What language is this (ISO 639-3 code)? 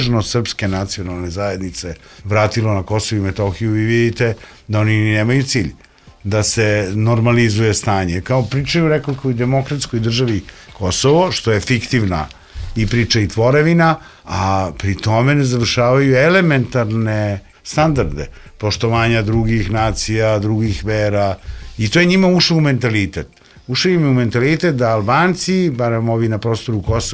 srp